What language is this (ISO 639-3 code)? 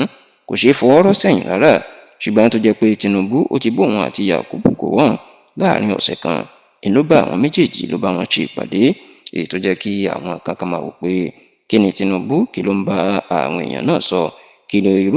yor